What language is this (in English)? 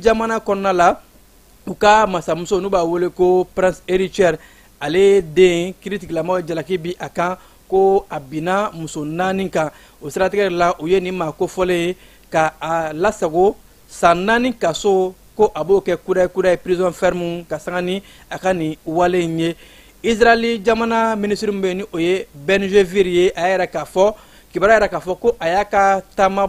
Bambara